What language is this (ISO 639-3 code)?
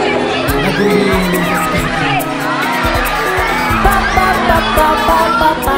msa